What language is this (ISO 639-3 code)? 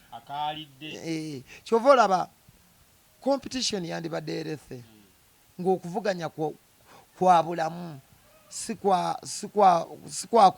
lug